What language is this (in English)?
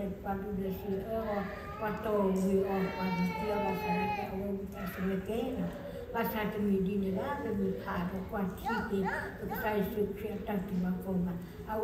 S'gaw Karen